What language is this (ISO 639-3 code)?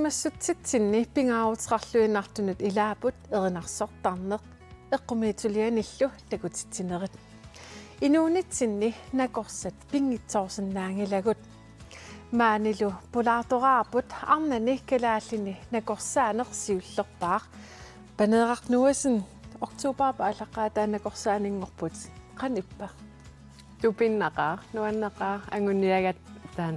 kal